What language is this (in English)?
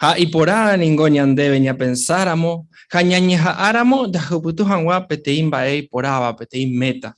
Guarani